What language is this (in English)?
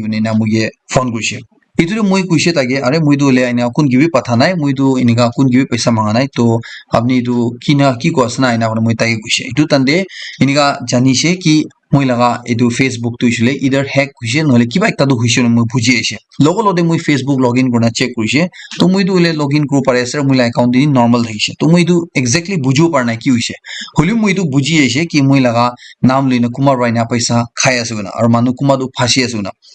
Naga Pidgin